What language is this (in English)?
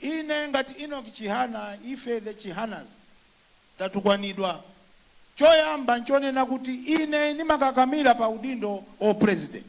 Nyanja